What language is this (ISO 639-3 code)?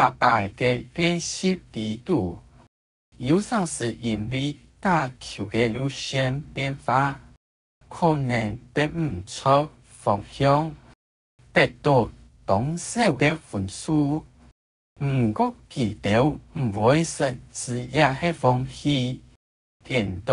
hak